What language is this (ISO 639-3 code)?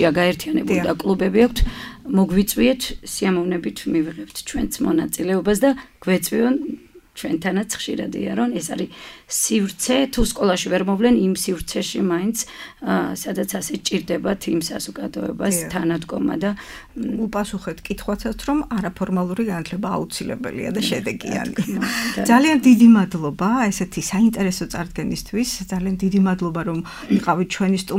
kat